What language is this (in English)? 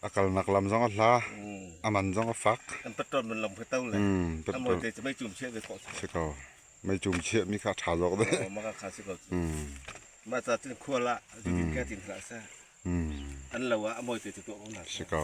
Falam Chin